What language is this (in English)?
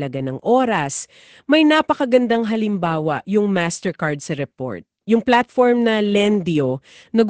Filipino